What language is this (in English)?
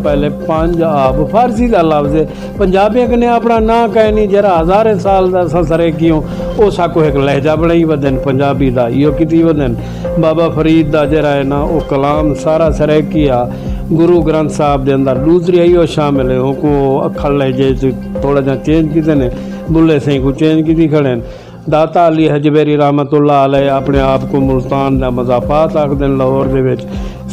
Saraiki